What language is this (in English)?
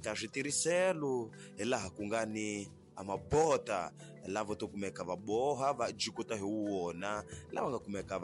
Tsonga